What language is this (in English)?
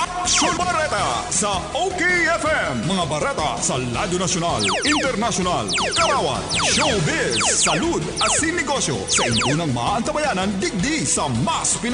Bikol